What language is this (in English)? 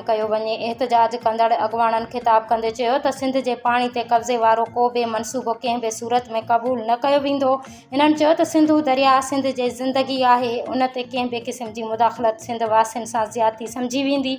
Sindhi